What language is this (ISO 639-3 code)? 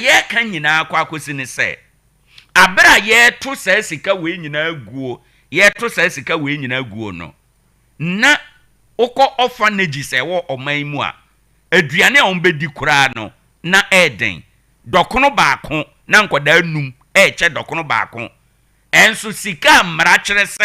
aka